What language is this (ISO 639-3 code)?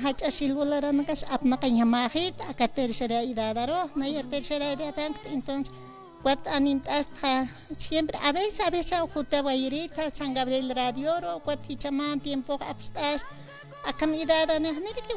aym